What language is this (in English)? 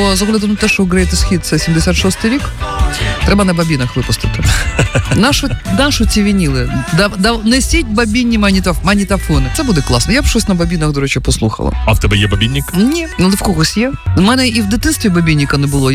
Ukrainian